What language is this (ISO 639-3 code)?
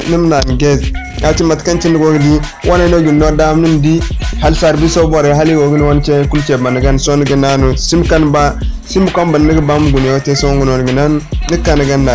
dje